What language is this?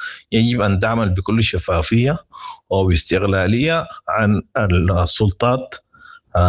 Sudanese Arabic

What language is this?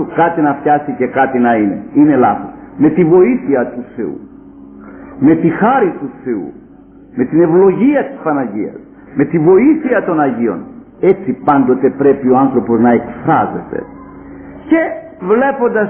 Greek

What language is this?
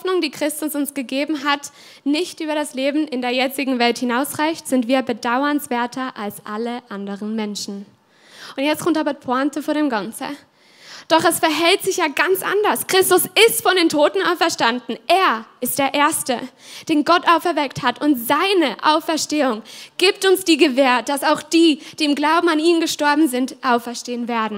Swiss German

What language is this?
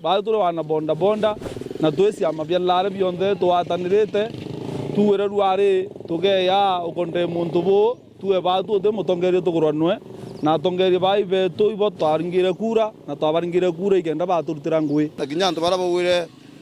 Meru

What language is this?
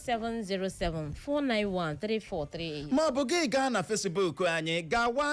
Igbo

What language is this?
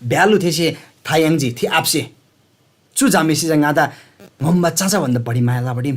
Eastern Tamang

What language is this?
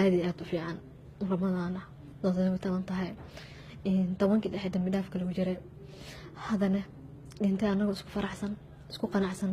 Somali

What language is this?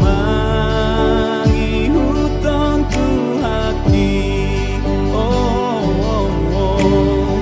Batak Toba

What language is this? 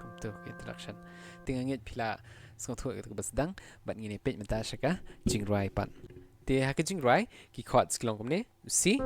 Khasi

